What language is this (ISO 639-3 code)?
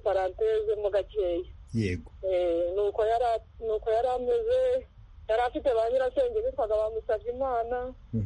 kin